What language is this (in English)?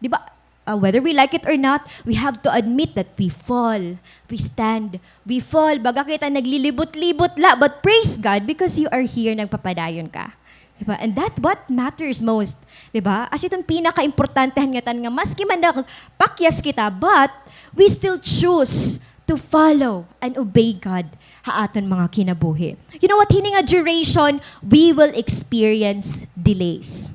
Waray